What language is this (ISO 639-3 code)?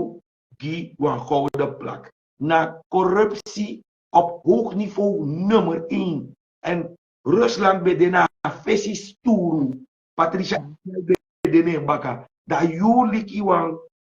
srn